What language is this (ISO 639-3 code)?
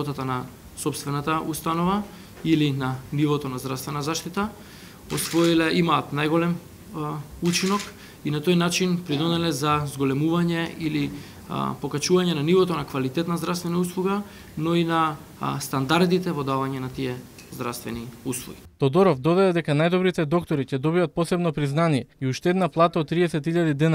mkd